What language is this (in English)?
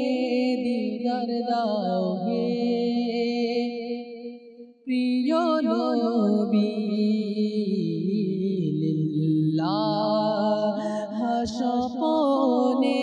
Bangla